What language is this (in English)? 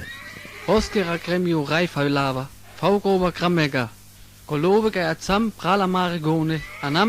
Sinte Romani